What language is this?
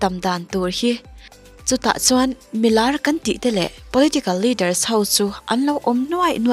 Mizo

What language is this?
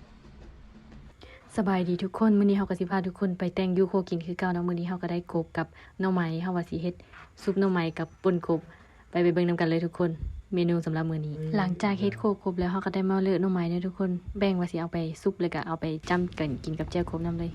Lao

